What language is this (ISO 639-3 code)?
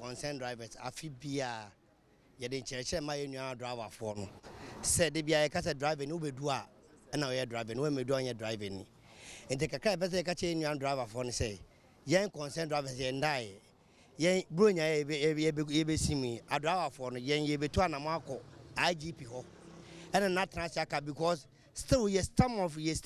aka